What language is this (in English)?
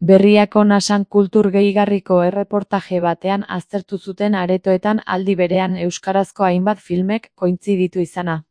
Basque